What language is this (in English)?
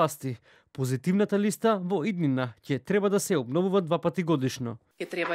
Macedonian